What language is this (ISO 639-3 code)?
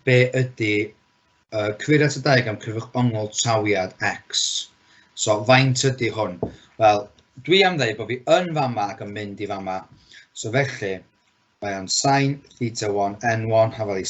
cym